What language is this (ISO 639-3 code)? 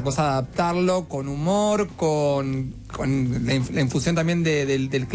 spa